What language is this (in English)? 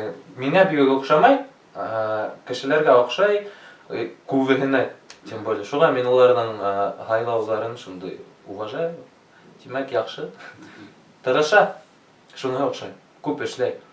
Bashkir